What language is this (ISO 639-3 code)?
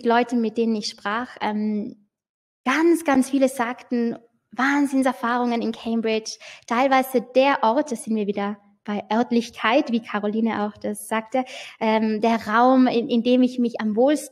deu